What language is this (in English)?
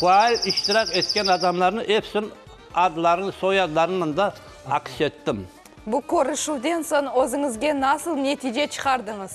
Crimean Tatar